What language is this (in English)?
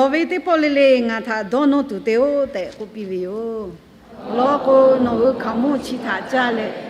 Lahu